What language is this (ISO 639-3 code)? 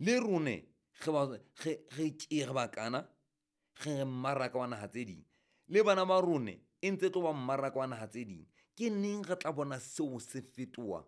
sot